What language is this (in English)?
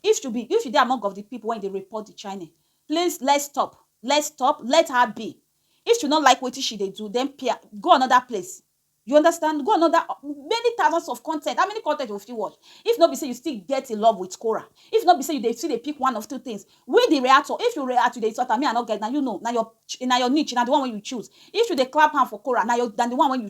Nigerian Pidgin